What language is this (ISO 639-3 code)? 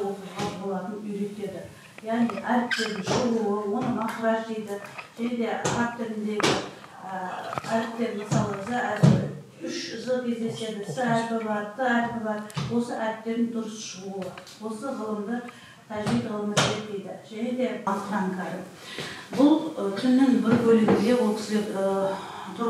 kaz